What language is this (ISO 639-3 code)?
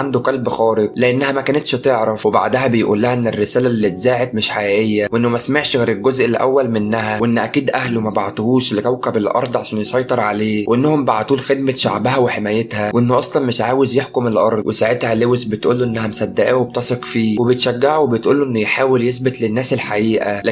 arz